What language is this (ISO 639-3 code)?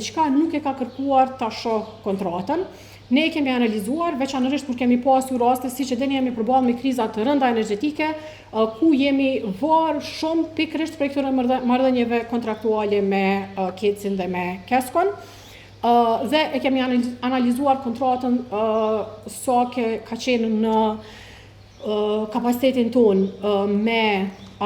sqi